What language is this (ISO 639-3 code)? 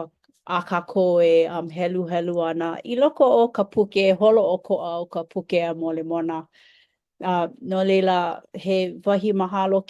haw